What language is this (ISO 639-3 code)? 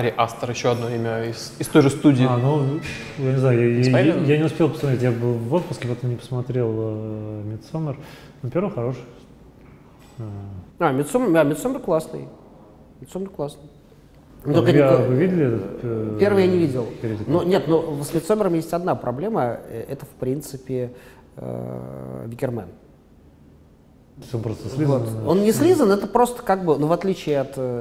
rus